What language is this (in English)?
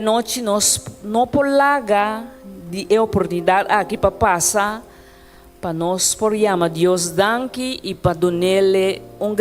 Papiamento